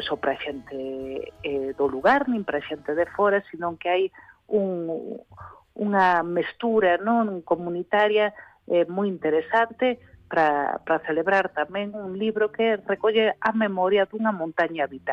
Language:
Galician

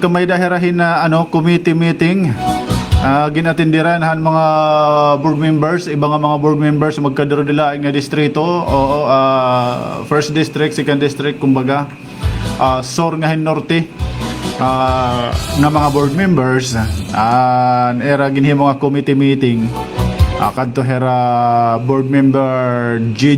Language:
Waray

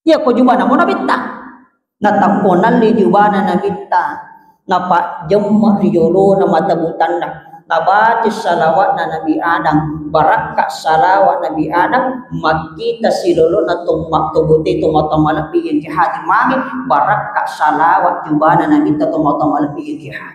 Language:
Buginese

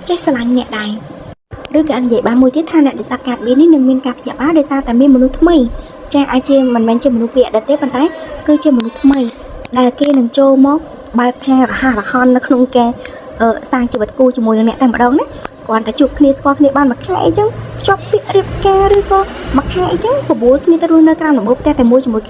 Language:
Khmer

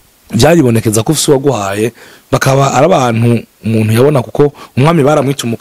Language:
Rundi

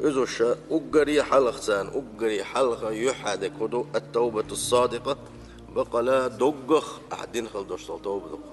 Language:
Chechen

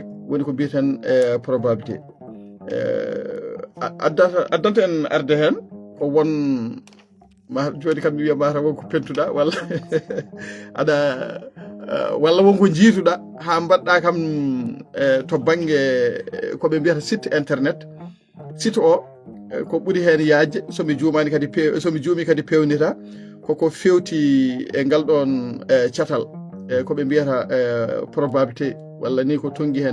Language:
Fula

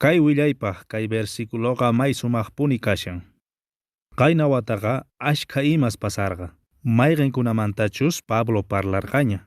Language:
Quechua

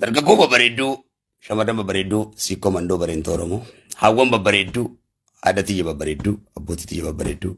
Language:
Oromo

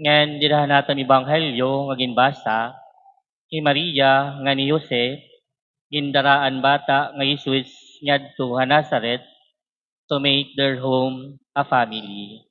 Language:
Waray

